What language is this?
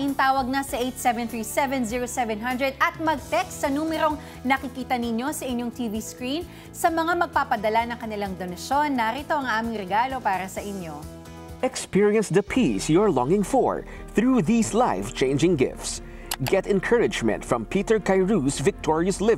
Filipino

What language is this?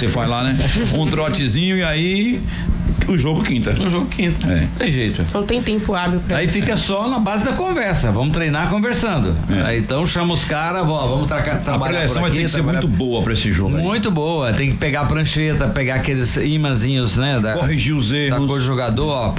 Portuguese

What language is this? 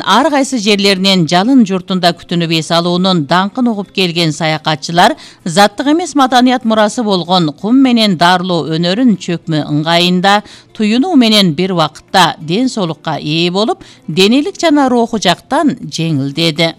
Kyrgyz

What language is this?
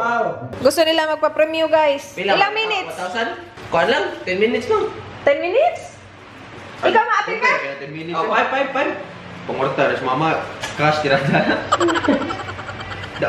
Cebuano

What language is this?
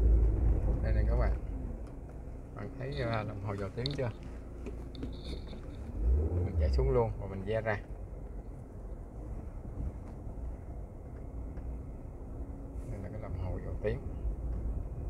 Vietnamese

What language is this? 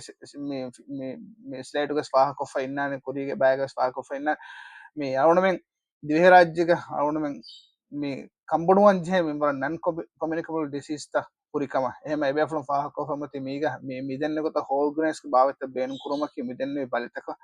Divehi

